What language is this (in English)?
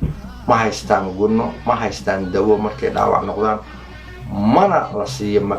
Somali